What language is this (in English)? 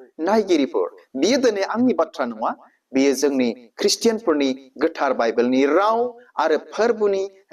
Bodo